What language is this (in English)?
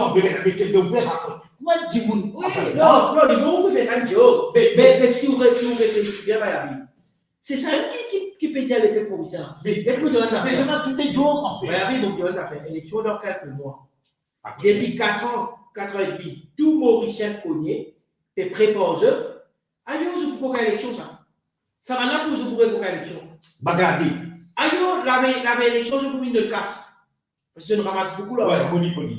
Morisyen